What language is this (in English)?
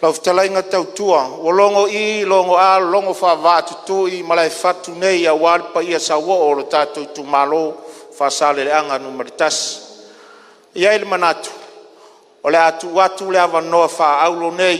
Samoan